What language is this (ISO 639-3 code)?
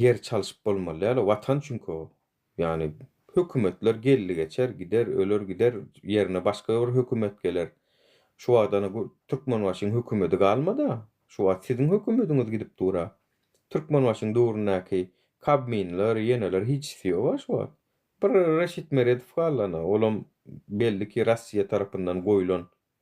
tuk